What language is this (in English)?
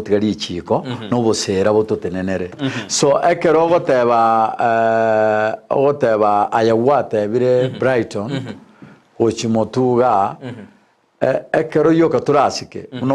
Gusii